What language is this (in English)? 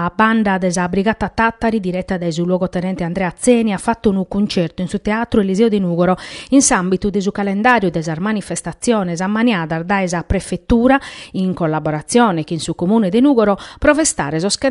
Sardinian